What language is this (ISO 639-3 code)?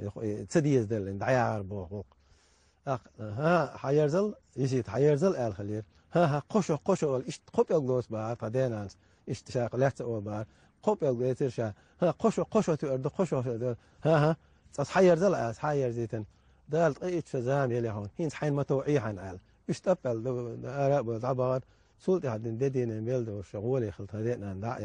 che